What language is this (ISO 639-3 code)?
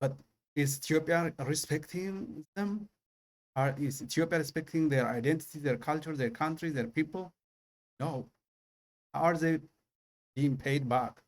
eng